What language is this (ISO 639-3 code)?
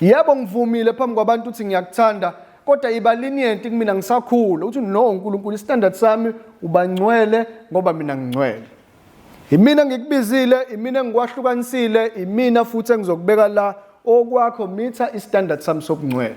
zul